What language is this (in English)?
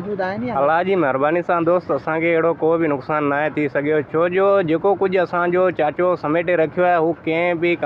Sindhi